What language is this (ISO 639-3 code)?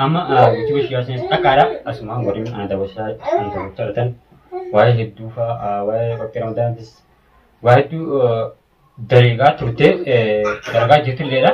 orm